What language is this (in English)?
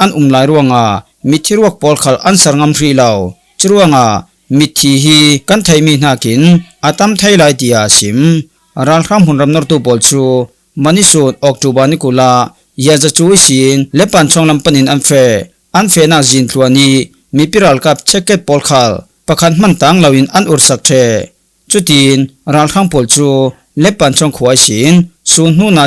Falam Chin